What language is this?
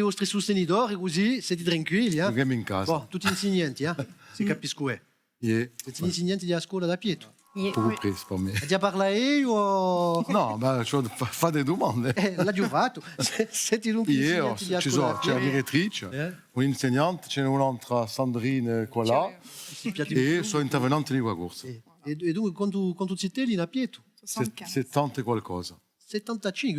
Corsican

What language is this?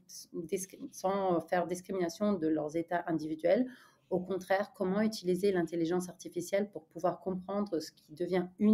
French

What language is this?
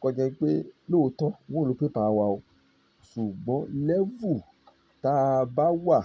Yoruba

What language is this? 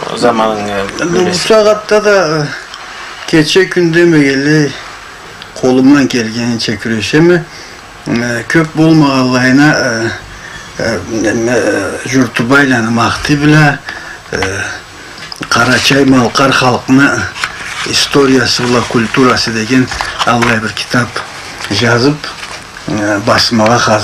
Karachay-Balkar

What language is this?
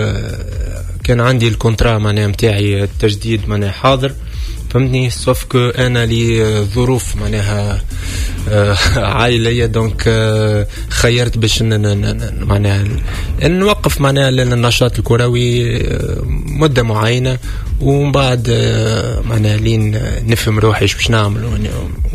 Tunisian Arabic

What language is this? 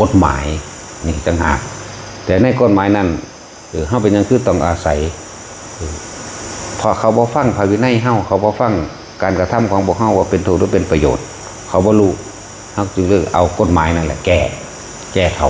Northeastern Thai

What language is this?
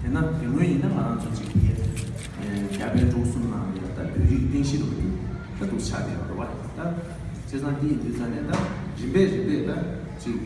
Tibetan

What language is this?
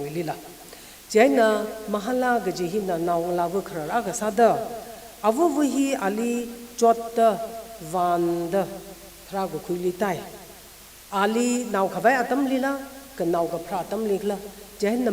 Tangkhul Naga (India)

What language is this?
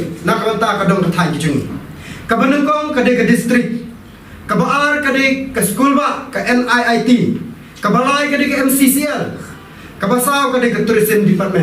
Khasi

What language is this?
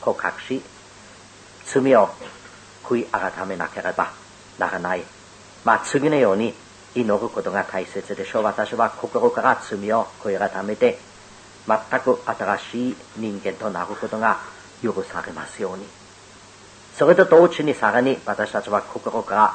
Japanese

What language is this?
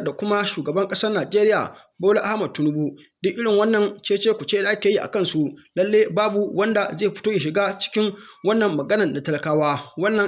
Hausa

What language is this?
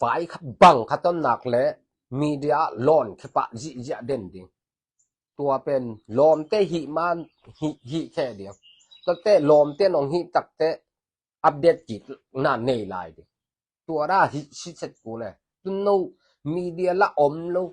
Tedim Chin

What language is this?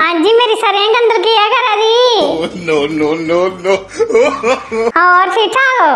Dogri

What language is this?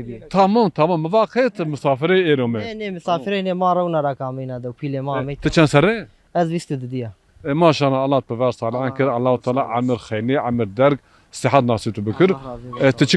Zaza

